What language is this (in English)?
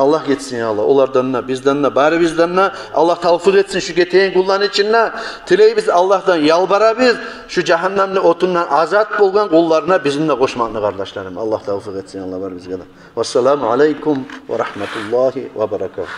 Kumyk